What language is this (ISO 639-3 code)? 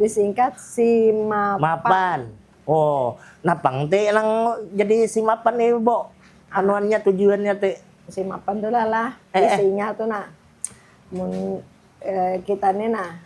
bjn